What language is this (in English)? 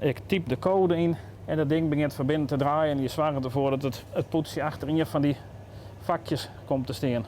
Western Frisian